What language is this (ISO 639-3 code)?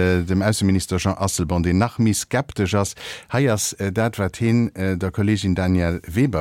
ltz